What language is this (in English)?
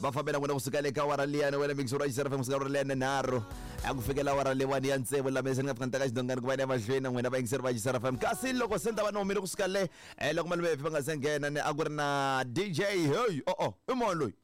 Tsonga